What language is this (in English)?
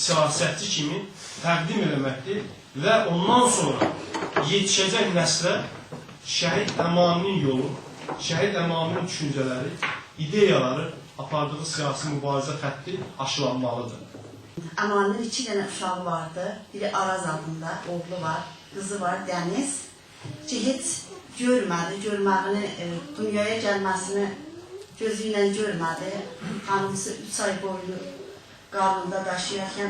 South Azerbaijani